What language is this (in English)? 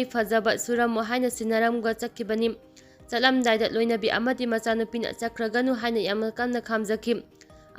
Manipuri